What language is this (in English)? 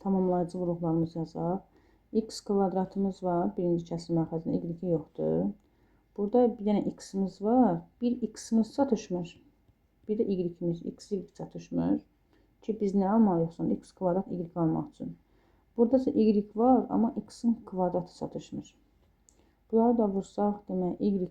Azerbaijani